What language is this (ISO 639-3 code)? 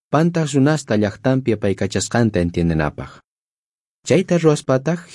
quh